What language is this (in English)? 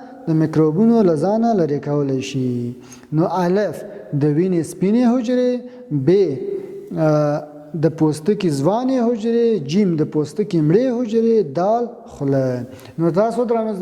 Pashto